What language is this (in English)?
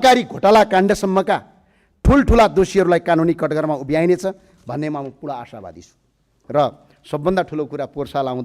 Nepali